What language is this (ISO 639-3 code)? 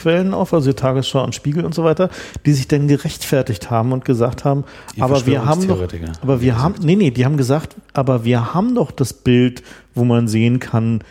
deu